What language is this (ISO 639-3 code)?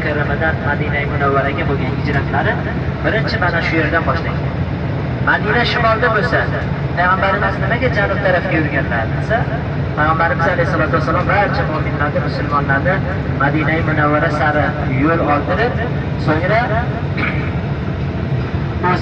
uzb